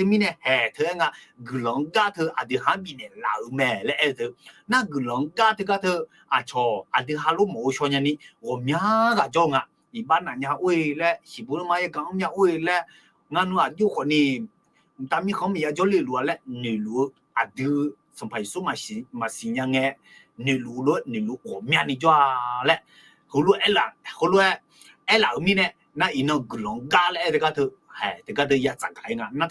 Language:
Akha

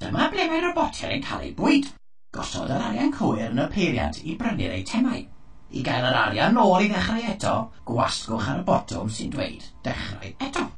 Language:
Welsh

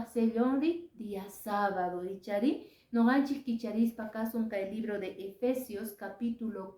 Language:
Quechua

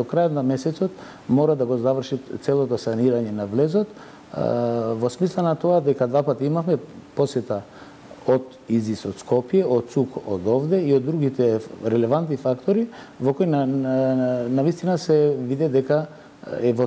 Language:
Macedonian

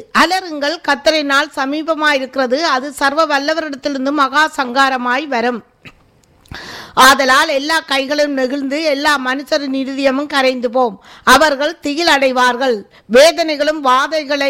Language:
Tamil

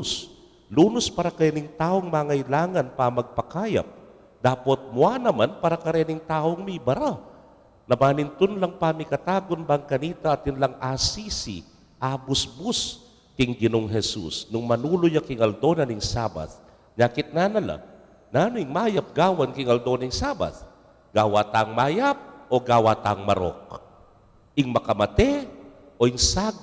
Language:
Pampanga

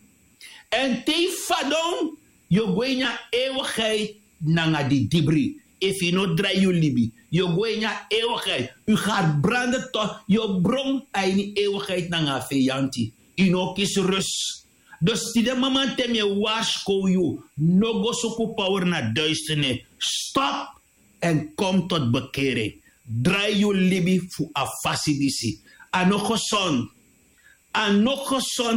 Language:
Sranan Tongo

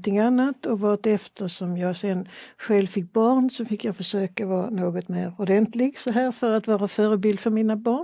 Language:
Swedish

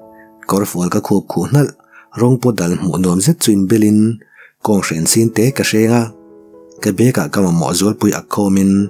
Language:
Mizo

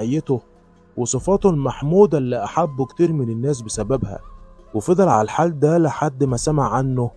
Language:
Egyptian Arabic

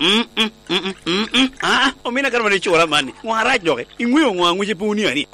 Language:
Lango (Uganda)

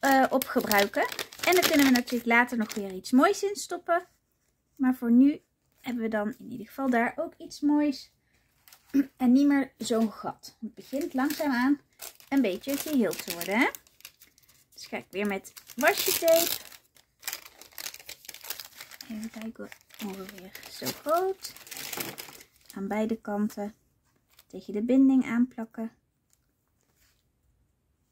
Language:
Dutch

